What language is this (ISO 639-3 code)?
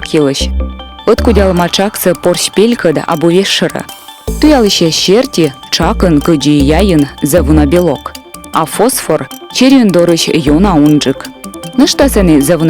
kom